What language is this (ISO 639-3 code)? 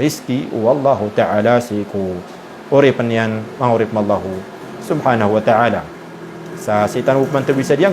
mrw